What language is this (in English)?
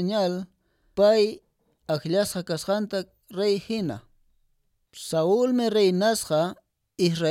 Quechua